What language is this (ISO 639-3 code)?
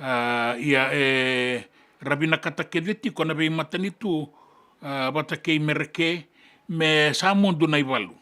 fij